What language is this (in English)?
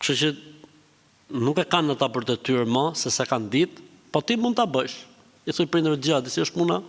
Albanian